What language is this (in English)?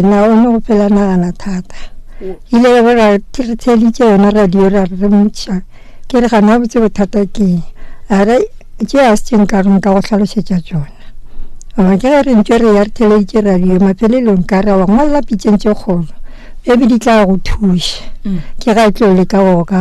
Northern Sotho